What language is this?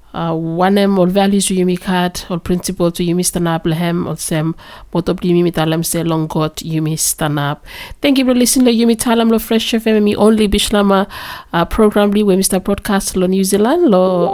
Bislama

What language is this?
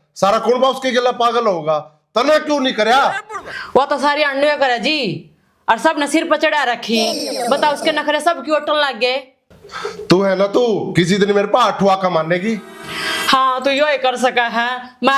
Haryanvi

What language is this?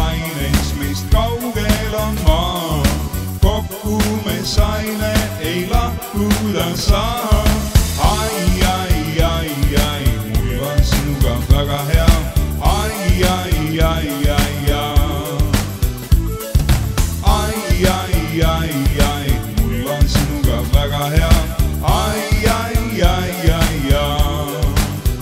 Estonian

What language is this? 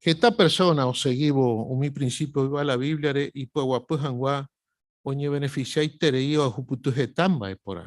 Guarani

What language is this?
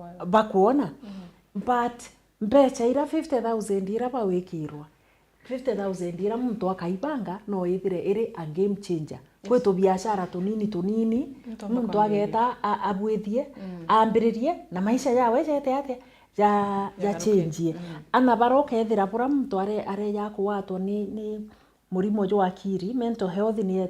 Meru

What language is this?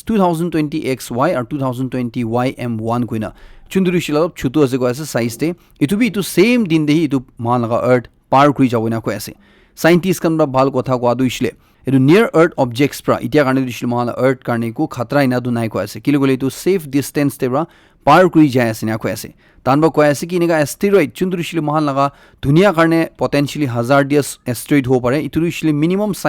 Naga Pidgin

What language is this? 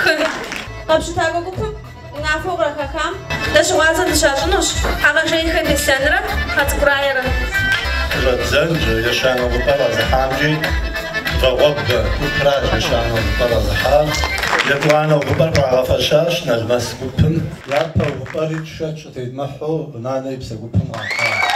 Kabardian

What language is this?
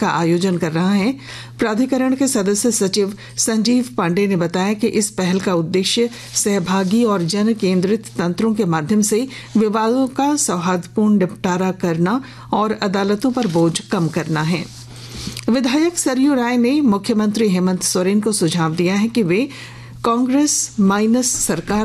Hindi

